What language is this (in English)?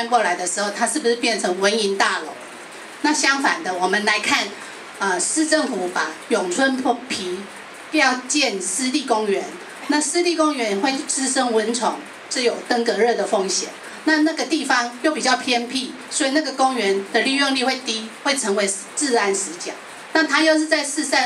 Chinese